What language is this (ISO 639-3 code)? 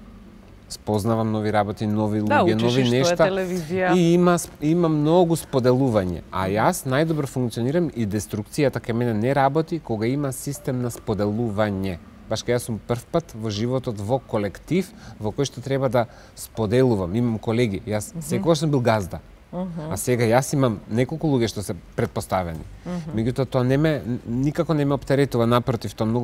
mkd